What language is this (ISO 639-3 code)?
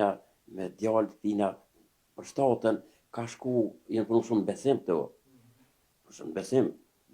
sqi